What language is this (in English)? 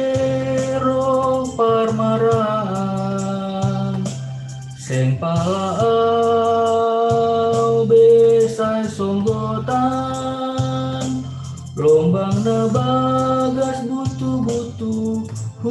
Batak Simalungun